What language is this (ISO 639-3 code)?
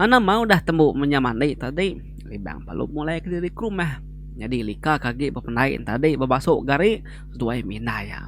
iba